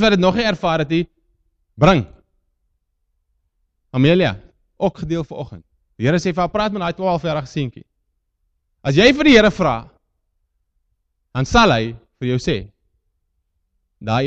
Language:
Afrikaans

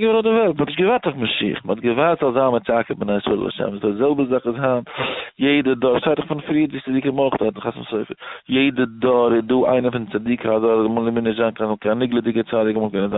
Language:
Yiddish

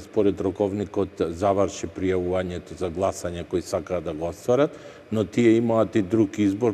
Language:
Macedonian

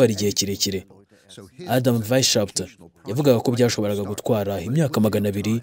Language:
Kinyarwanda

